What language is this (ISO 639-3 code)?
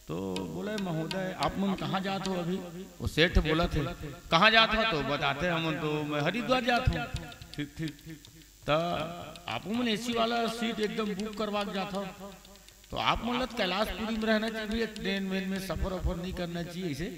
hne